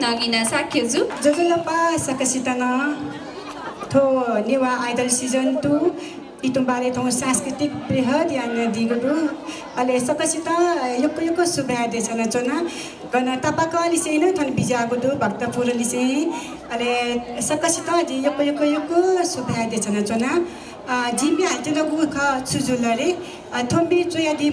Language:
Newari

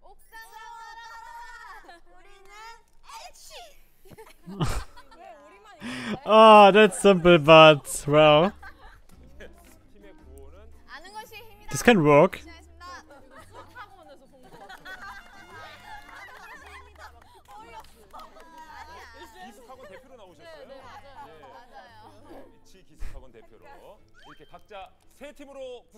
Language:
Korean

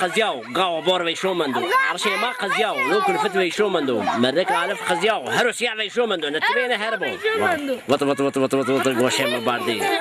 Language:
Zaza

